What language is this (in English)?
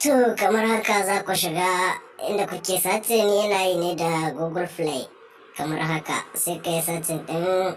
Hausa